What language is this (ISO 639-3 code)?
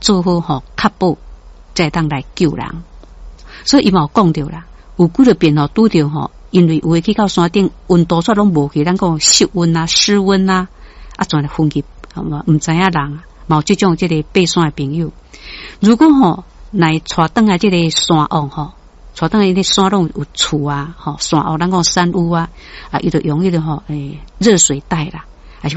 nan